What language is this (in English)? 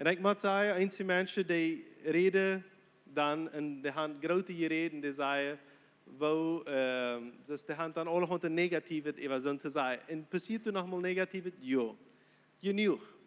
Plautdietsch